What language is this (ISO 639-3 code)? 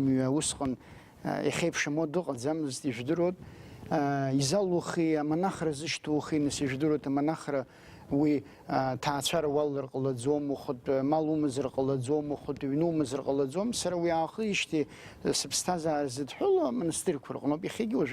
abk